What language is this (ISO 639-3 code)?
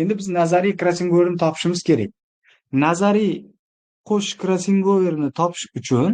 uzb